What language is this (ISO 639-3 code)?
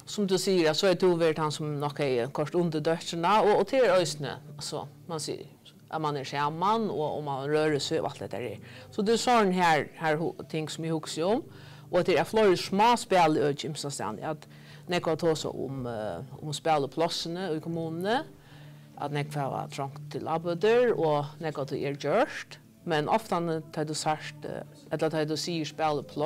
fao